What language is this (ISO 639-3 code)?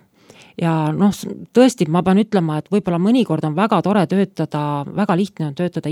est